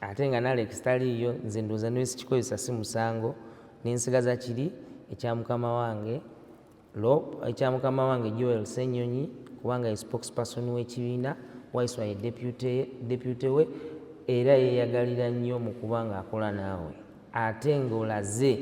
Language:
Ganda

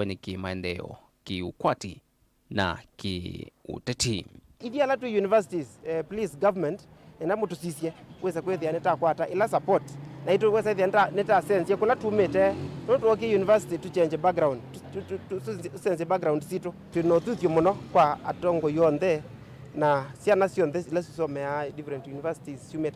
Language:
Kamba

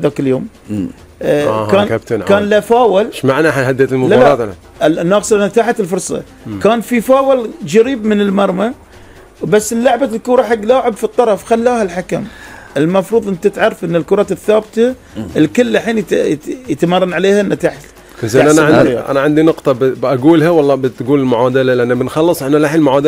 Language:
Gulf Arabic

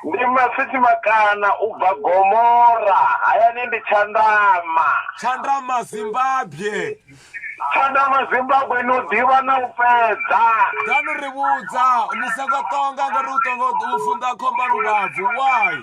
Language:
Venda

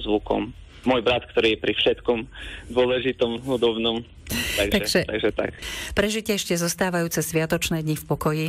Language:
Slovak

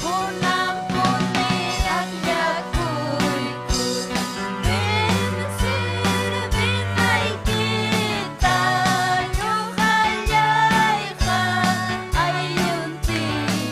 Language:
Ayacucho Quechua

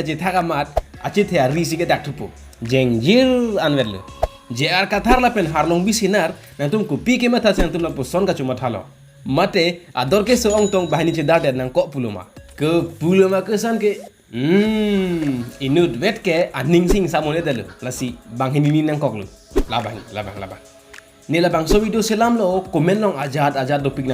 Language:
Karbi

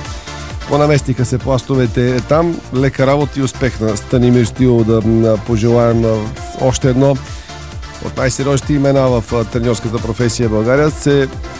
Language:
Bulgarian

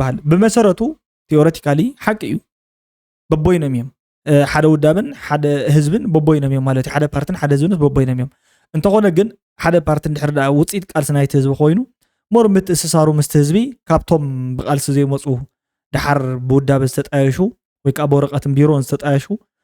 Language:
Tigrinya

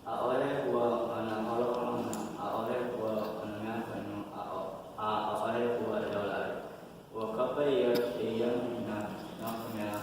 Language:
Hawaiian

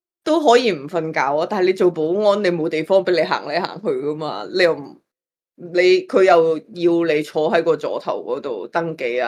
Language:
Cantonese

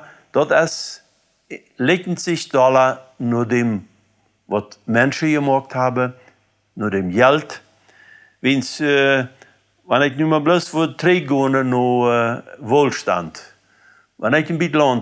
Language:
Plautdietsch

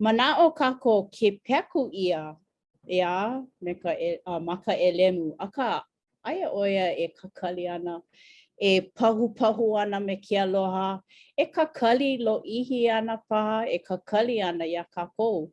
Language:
Hawaiian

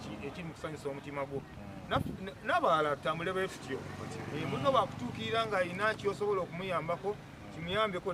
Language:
Ganda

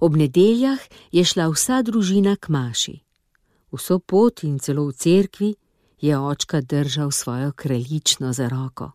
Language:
Slovenian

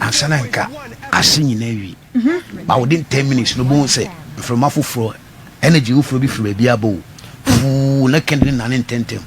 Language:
Akan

